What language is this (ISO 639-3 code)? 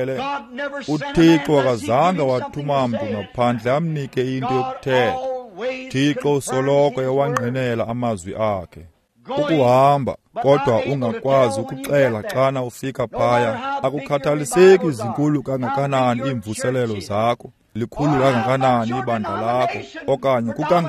xho